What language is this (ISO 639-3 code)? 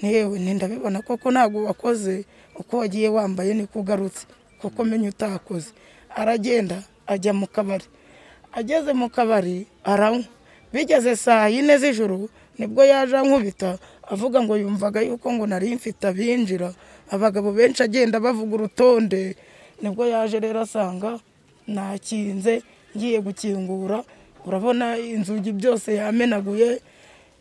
kin